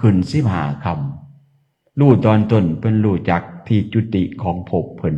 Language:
Northeastern Thai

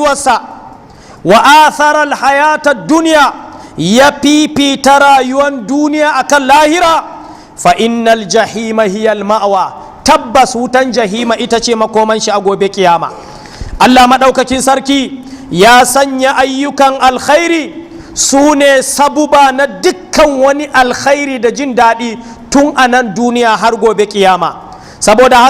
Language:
Hausa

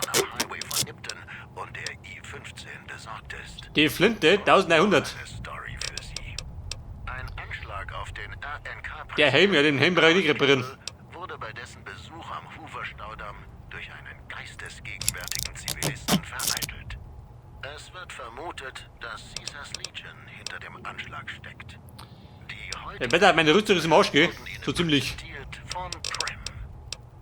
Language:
Bavarian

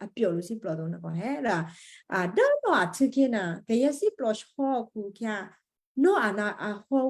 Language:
Western Kayah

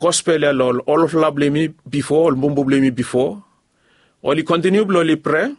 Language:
Bislama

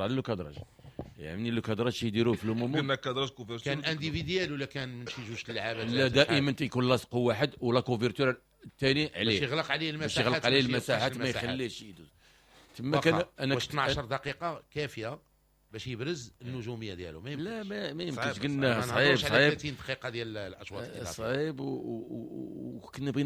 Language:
Moroccan Arabic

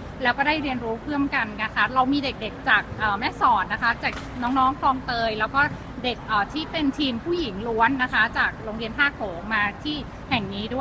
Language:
Thai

